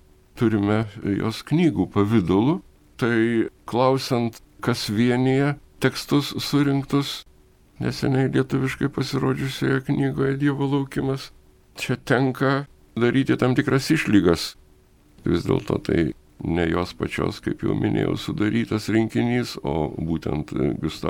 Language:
Lithuanian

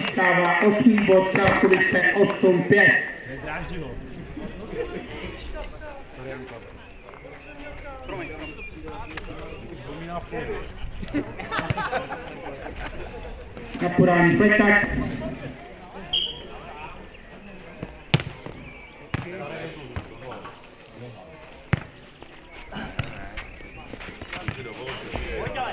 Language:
Czech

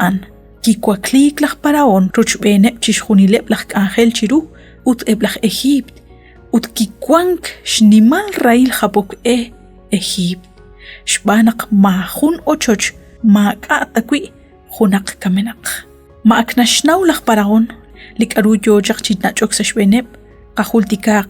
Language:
Kekchí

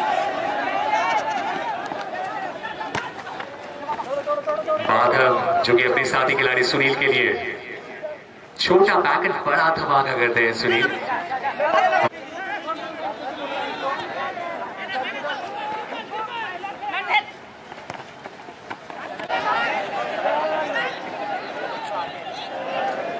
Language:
Hindi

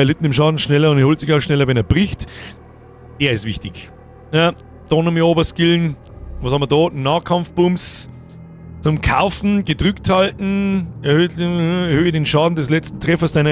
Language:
Bavarian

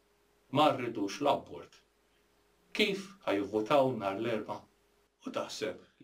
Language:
Maltese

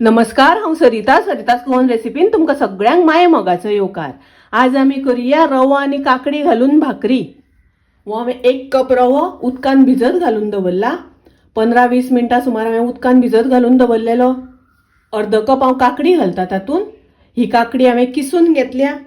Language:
Konkani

